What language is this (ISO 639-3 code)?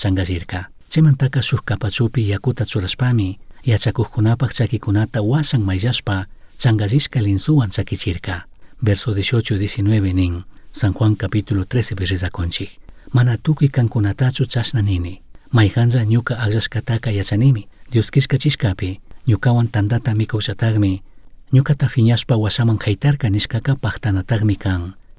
qug